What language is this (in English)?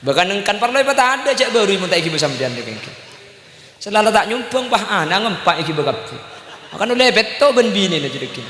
Madurese